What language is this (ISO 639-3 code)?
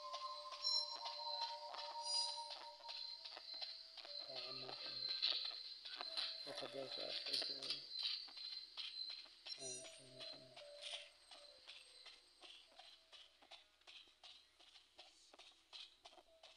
por